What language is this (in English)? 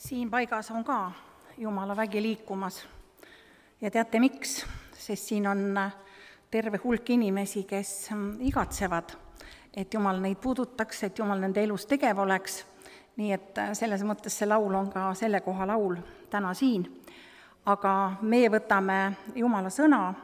Estonian